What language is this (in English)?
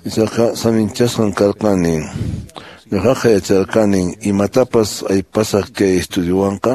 Quechua